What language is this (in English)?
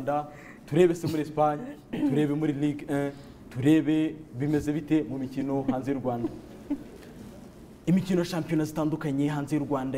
Kinyarwanda